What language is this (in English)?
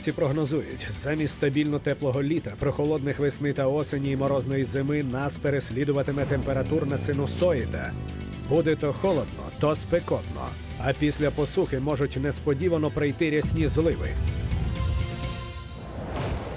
Ukrainian